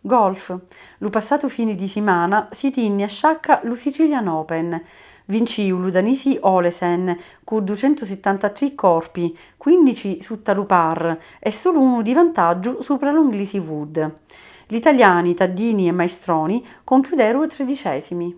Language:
Sicilian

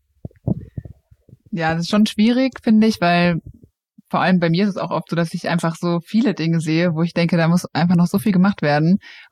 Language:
German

